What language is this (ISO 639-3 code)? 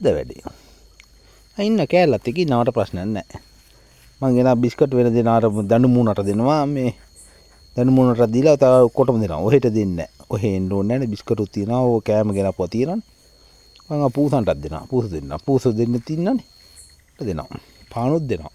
sin